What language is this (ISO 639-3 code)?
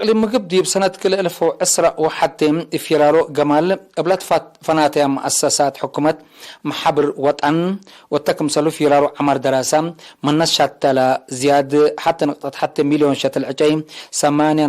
tig